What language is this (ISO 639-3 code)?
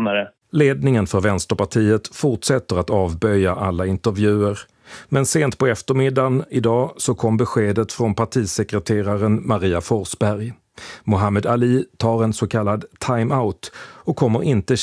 swe